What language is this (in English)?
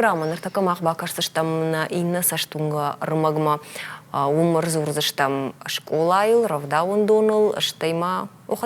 Ossetic